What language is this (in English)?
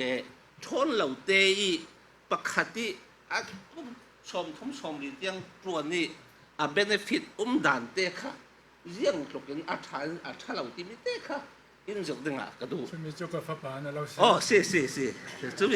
Falam Chin